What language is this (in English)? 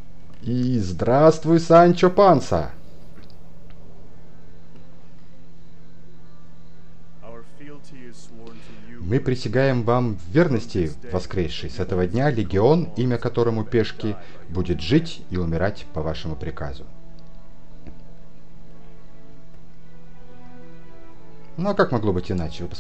Russian